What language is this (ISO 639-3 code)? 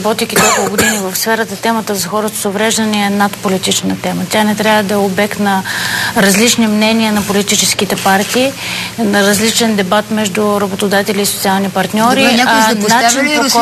bul